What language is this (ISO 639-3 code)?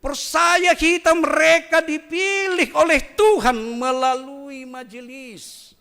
bts